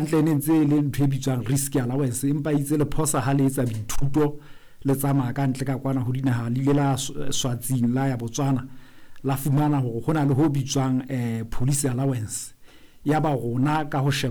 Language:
Southern Sotho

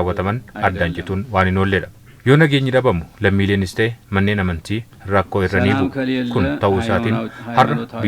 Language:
Oromo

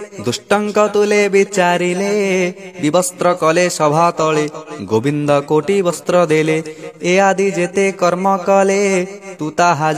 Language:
Odia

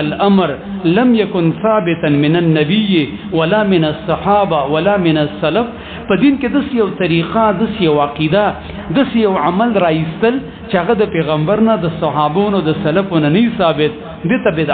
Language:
Pashto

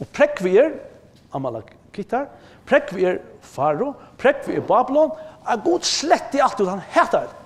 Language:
Faroese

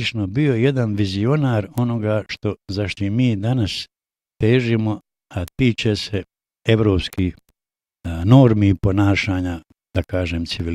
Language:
Bosnian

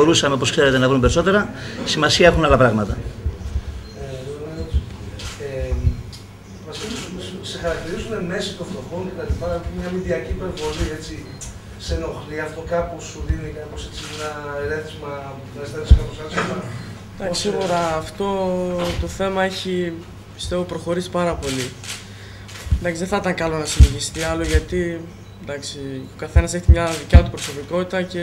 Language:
Greek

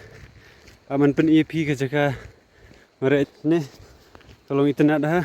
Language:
Khasi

